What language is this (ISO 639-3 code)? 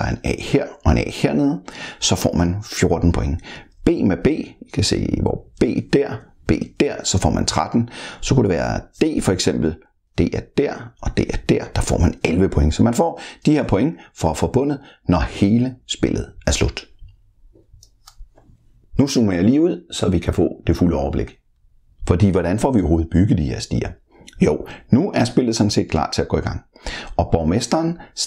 dan